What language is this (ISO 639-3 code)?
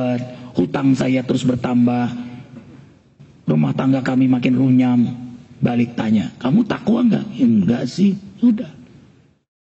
ind